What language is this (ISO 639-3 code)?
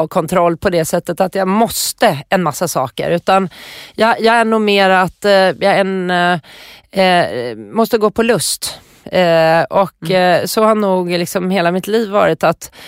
swe